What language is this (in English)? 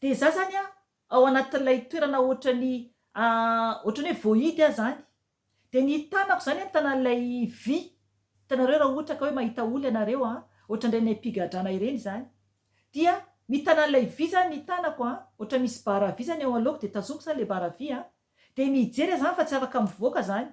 Malagasy